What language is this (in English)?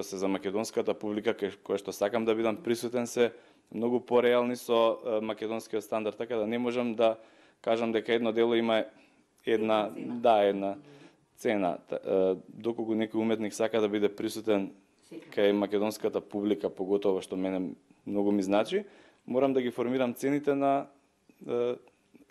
Macedonian